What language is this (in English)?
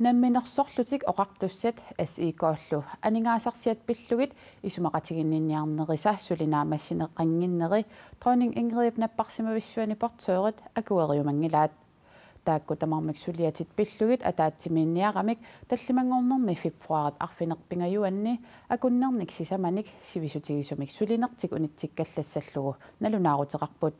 Kalaallisut